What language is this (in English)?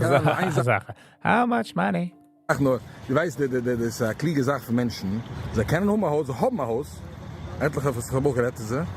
Yiddish